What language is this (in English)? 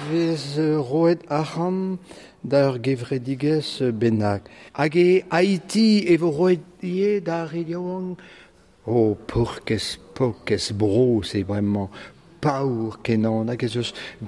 Breton